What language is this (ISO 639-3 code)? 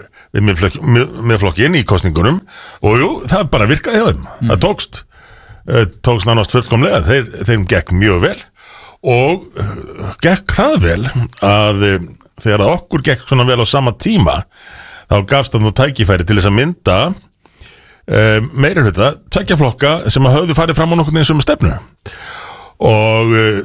isl